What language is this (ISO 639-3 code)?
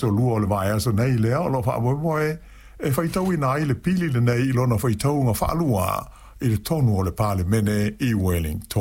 smo